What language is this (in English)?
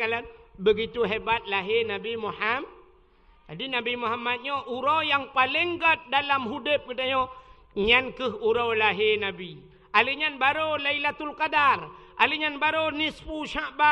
Achinese